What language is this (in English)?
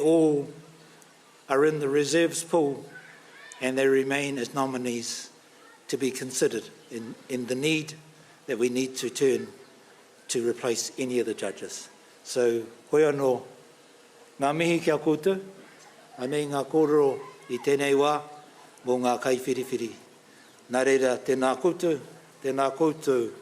Māori